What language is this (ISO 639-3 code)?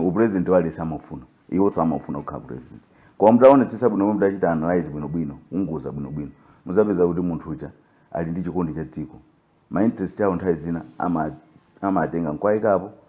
nya